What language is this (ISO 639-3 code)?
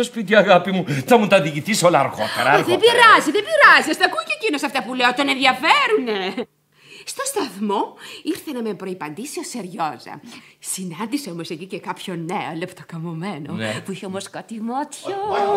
ell